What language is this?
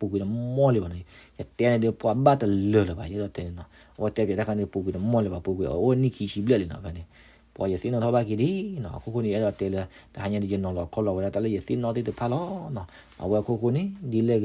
S'gaw Karen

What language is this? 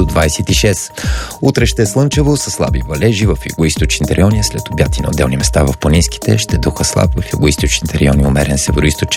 Bulgarian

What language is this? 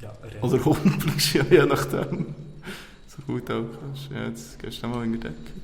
Swiss German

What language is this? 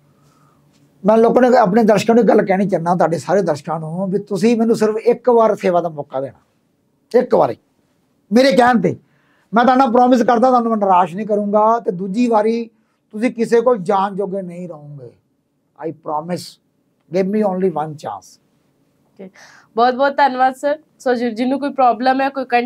Punjabi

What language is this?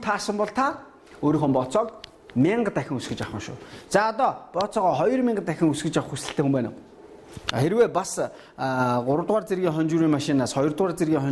Mongolian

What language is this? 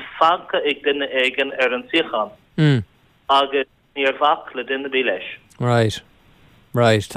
Irish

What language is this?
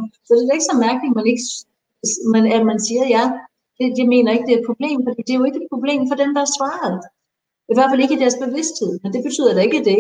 Danish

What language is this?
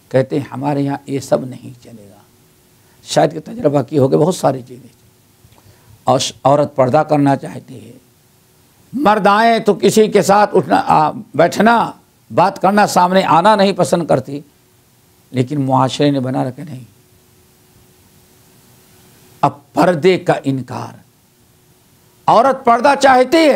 Urdu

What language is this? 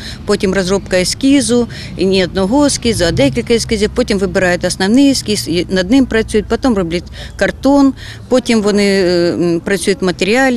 Ukrainian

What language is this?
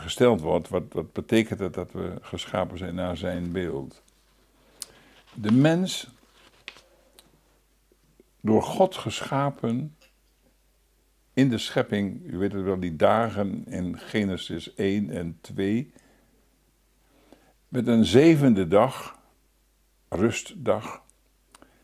Dutch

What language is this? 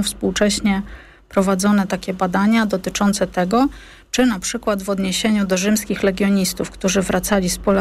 Polish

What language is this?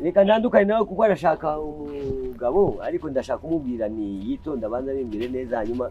Kinyarwanda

